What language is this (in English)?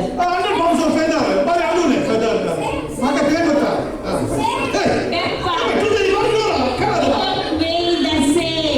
Konkani